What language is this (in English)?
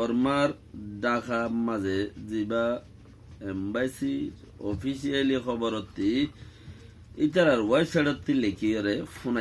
Rohingya